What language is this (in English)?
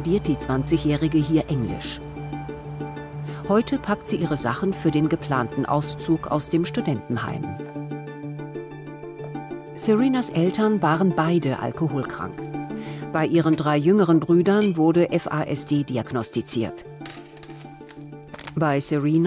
German